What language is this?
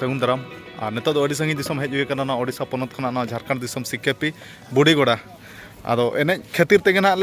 Santali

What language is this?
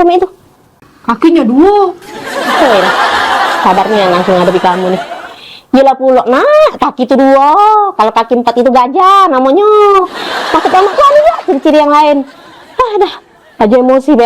Musi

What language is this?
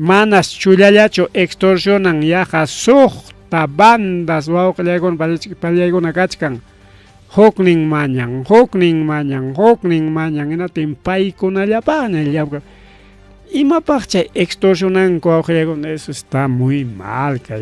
Ayacucho Quechua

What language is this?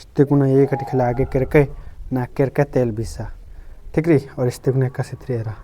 Kurukh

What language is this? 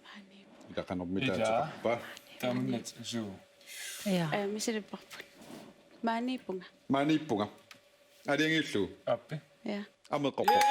Kalaallisut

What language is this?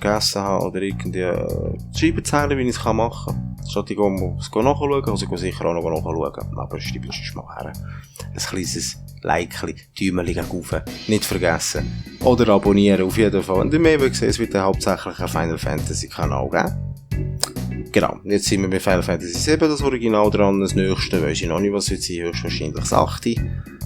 Swiss German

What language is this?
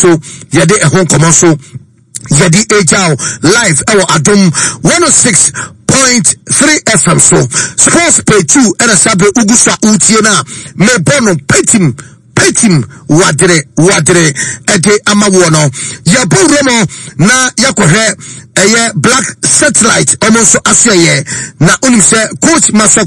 Akan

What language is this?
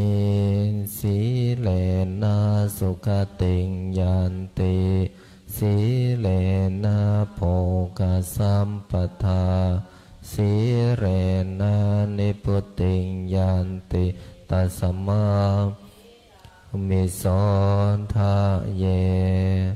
Pali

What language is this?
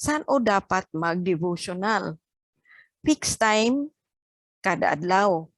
Hiligaynon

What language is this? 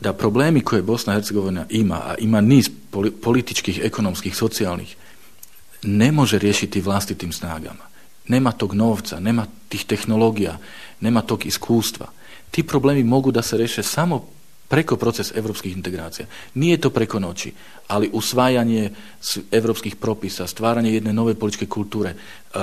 Bosnian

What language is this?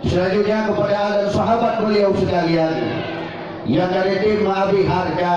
Achinese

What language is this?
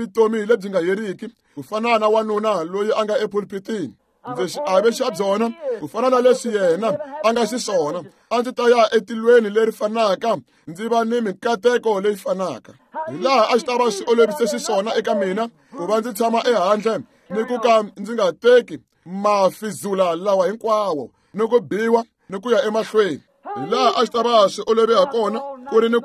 Tsonga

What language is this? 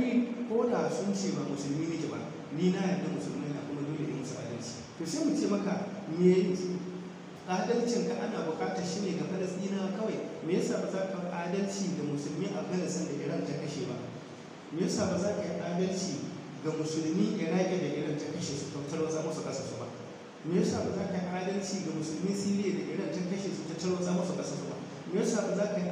Hausa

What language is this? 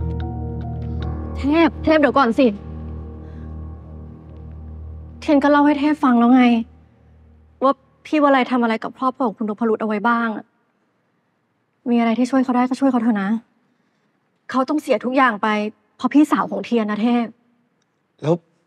Thai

